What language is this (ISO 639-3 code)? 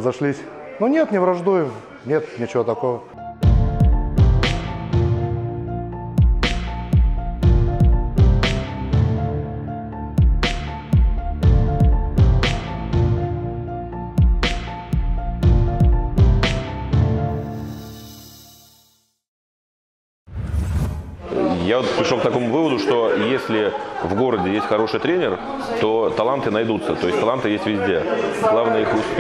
rus